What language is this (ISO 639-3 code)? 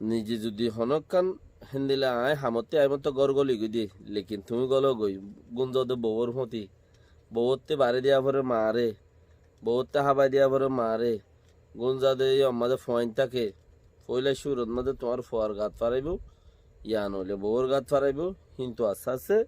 rhg